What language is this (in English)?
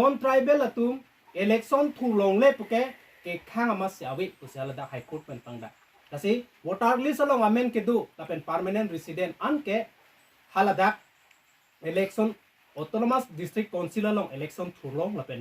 Karbi